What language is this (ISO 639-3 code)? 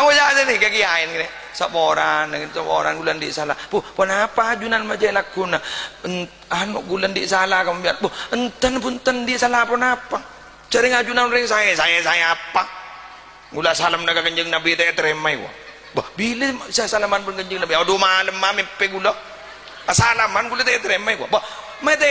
mad